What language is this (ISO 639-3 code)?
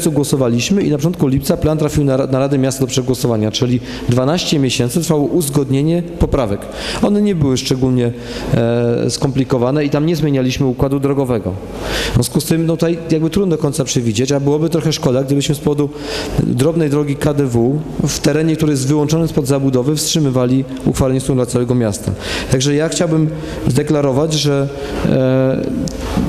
pol